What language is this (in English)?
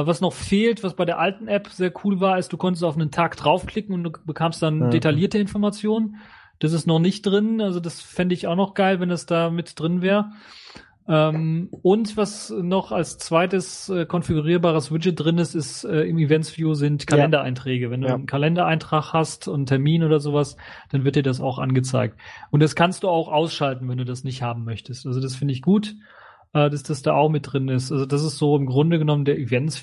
German